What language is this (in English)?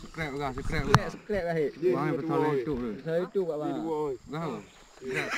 Achinese